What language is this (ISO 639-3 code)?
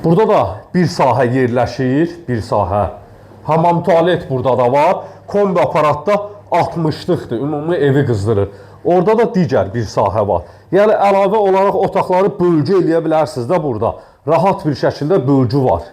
aze